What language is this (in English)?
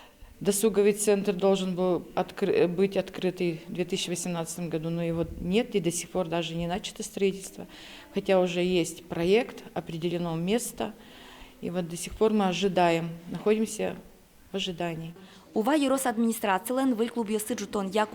Udmurt